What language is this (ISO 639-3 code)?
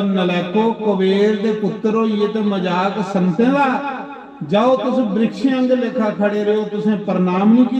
doi